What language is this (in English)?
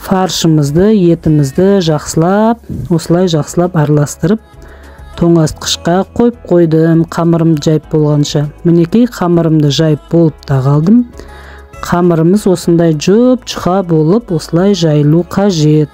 Kazakh